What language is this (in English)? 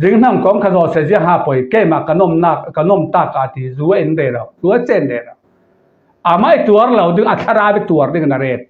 Falam Chin